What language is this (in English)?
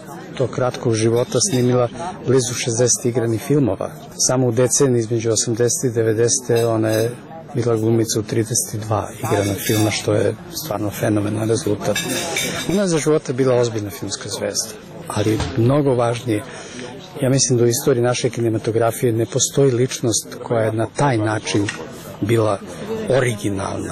Serbian